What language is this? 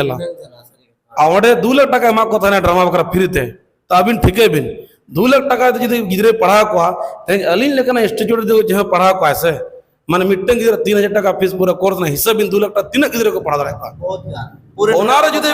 Santali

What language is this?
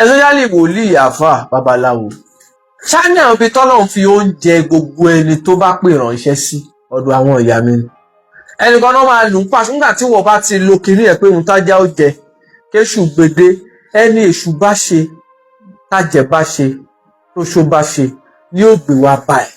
Yoruba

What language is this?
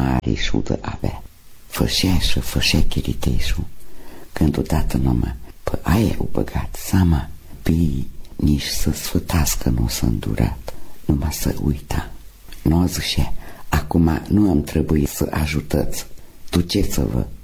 Romanian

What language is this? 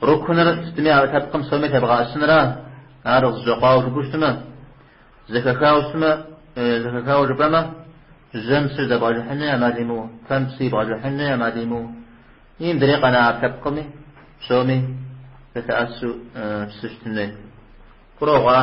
Kabardian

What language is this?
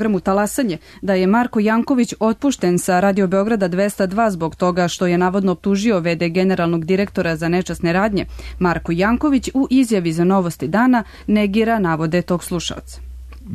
Serbian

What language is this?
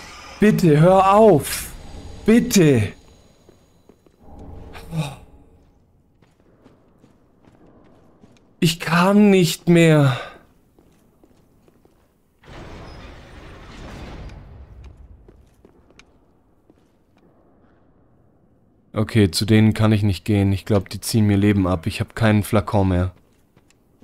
German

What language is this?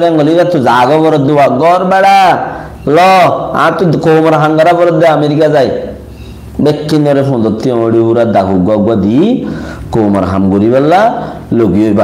Rohingya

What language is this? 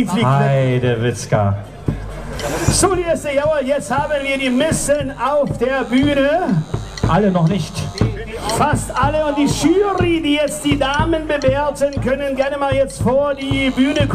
German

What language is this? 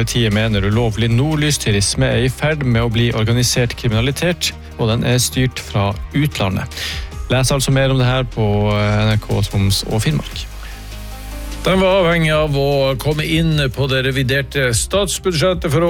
Norwegian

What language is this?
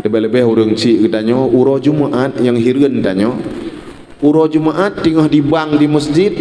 Achinese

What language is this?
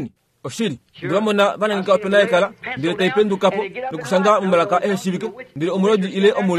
Kuanyama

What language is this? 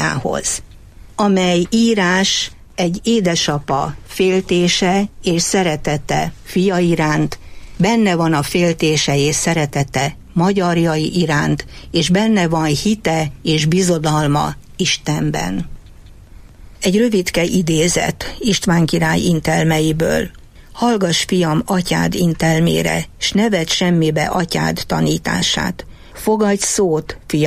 Hungarian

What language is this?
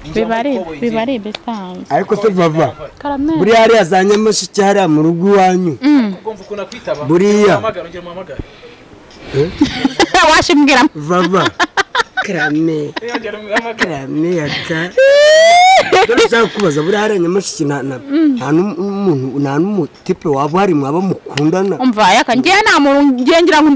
Kinyarwanda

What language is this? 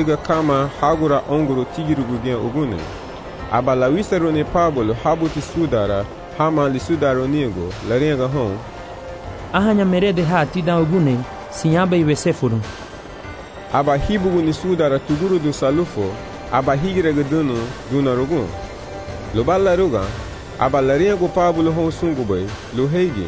Garifuna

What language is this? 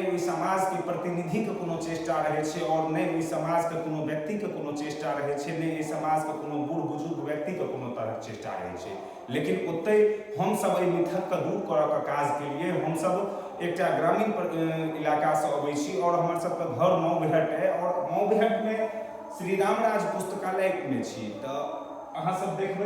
Maithili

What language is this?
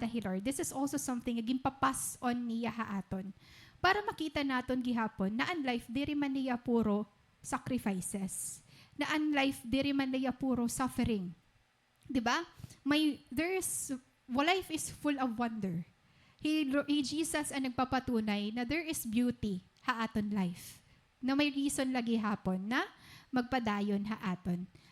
Waray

